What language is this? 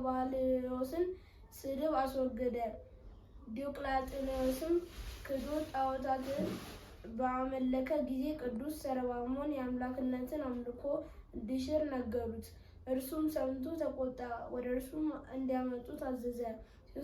Amharic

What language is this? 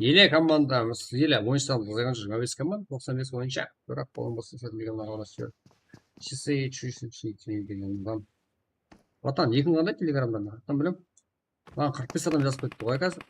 Kara-Kalpak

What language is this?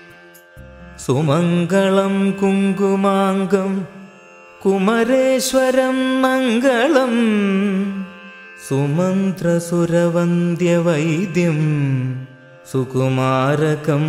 Malayalam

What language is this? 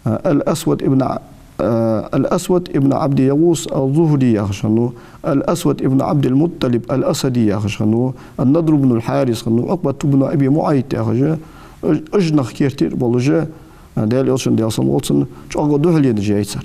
Ingush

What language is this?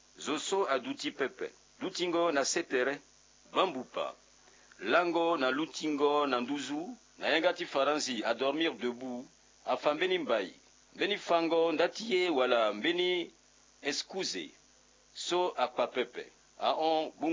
Sango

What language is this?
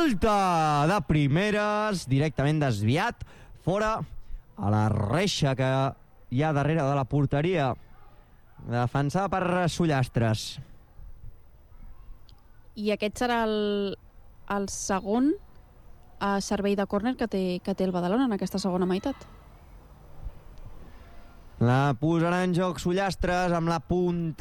Catalan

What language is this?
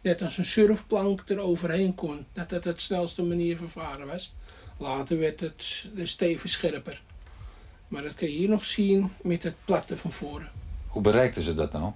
Western Frisian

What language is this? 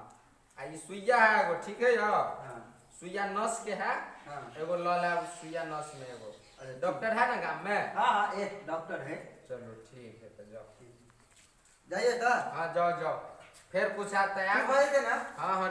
Maithili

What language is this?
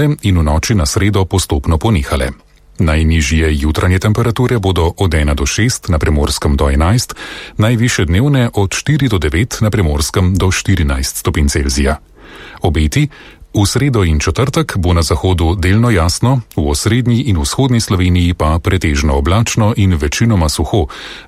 Slovenian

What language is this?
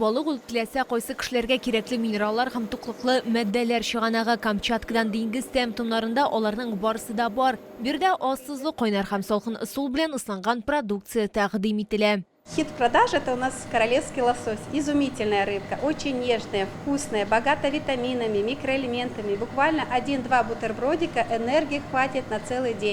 Tatar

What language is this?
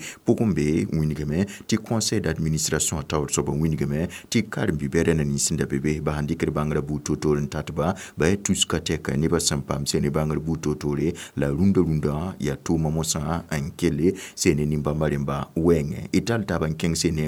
Mossi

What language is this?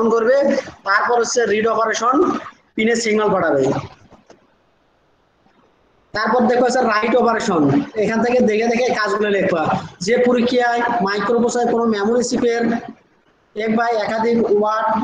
Bangla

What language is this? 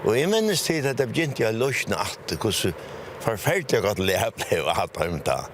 Faroese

